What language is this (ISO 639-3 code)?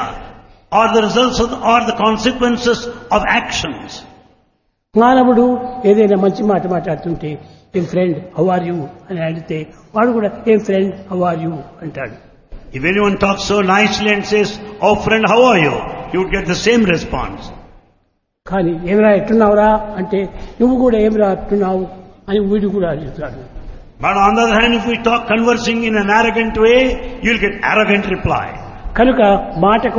tel